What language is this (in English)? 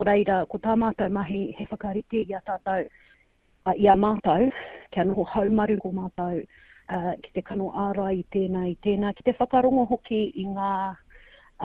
Māori